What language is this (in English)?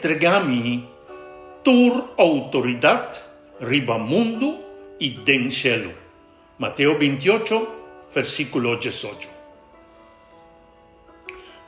Papiamento